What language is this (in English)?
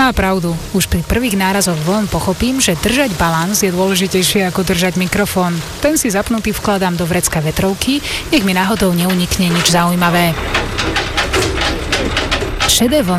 Slovak